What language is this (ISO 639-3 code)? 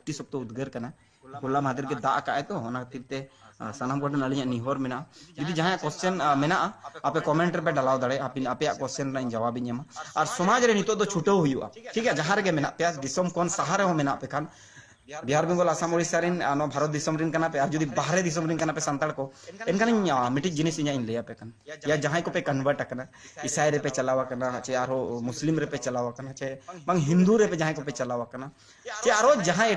sat